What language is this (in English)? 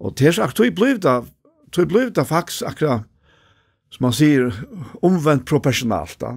Faroese